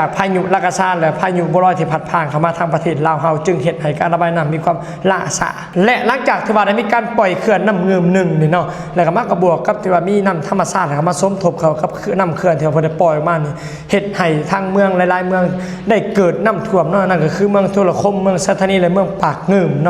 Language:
Lao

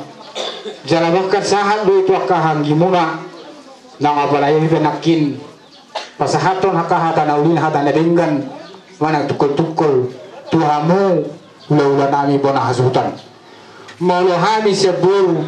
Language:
Batak Toba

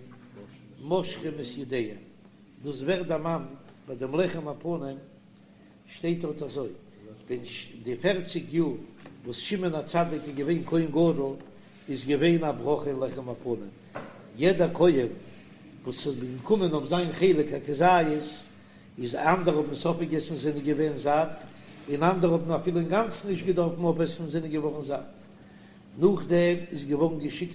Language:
Yiddish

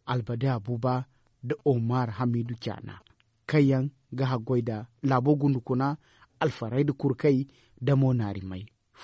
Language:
Zarma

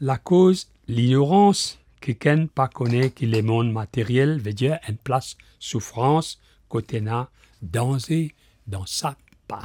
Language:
Morisyen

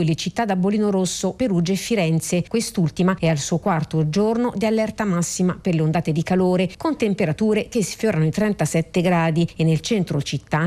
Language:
Italian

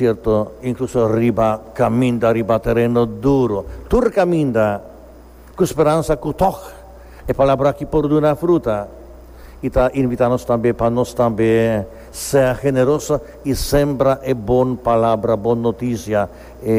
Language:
Papiamento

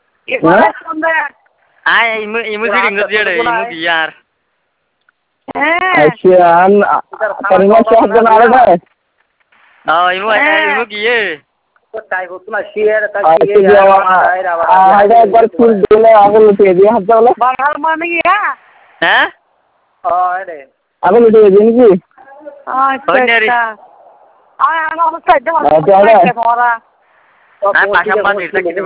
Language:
Bangla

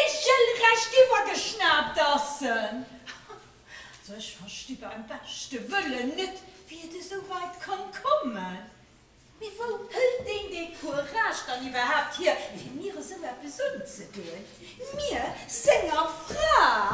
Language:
Luxembourgish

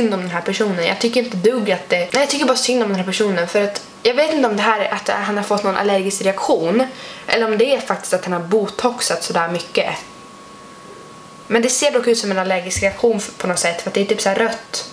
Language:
Swedish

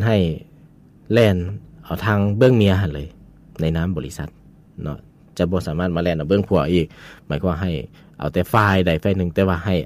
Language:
Lao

